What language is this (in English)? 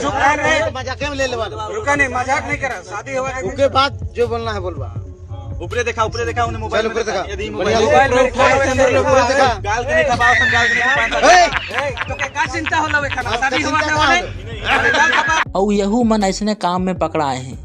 Chhattisgarhi